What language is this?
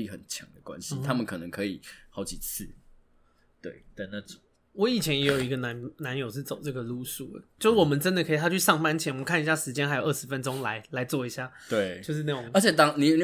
Chinese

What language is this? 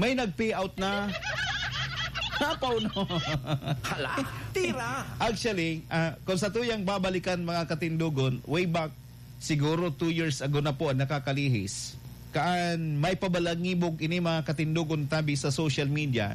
Bikol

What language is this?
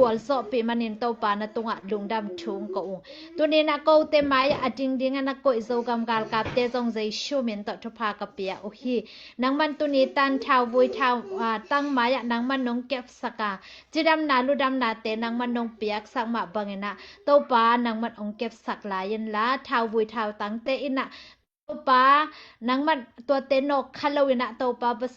Tedim Chin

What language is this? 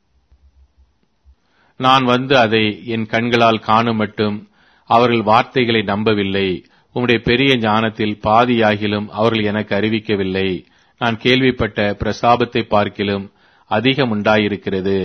Tamil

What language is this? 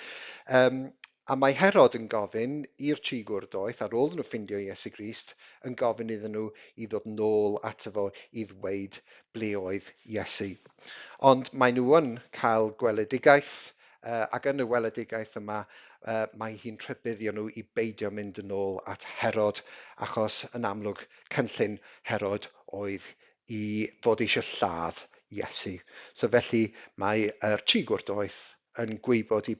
Welsh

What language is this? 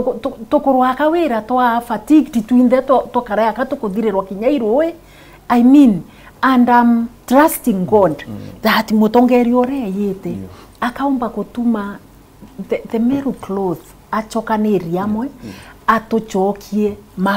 Meru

